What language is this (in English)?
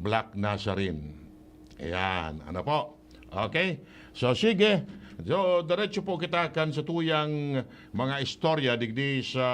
Bikol